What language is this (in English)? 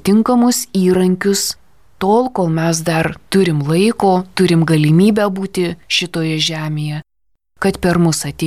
Lithuanian